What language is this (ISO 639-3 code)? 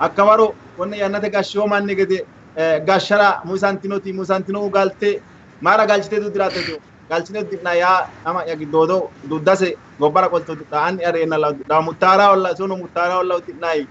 sid